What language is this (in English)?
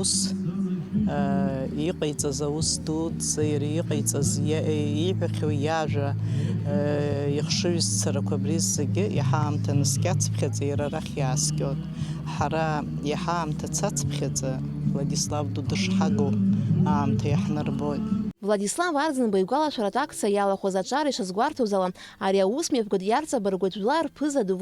Abkhazian